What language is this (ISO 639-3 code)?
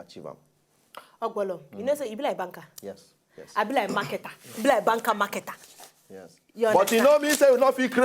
pcm